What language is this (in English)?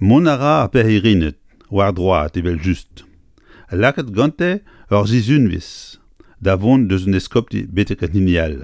Breton